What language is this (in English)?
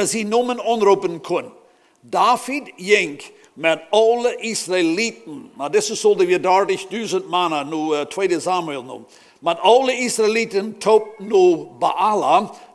Plautdietsch